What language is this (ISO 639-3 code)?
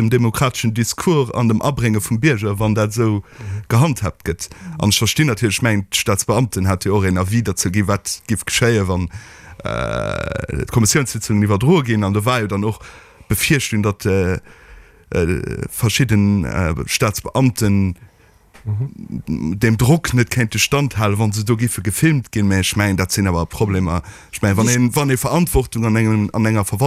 ltz